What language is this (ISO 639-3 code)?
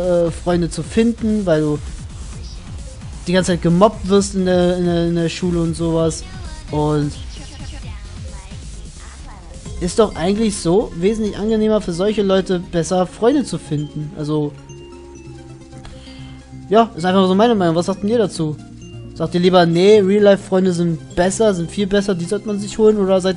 deu